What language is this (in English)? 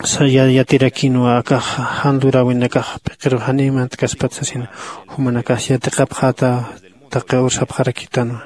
Aymara